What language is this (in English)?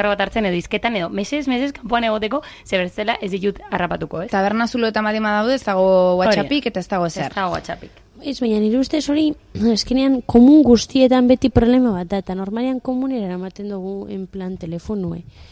Basque